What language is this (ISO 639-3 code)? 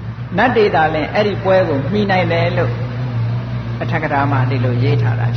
mya